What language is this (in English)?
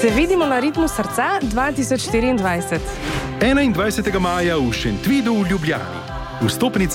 Slovenian